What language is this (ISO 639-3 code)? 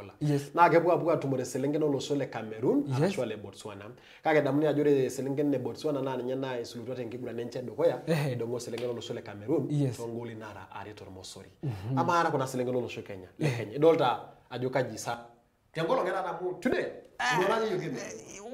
mas